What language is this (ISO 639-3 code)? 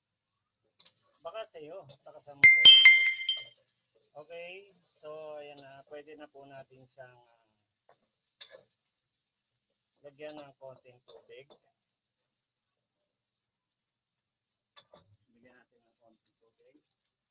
fil